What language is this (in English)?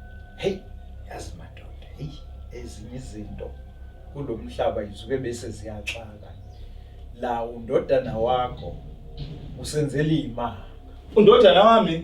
Zulu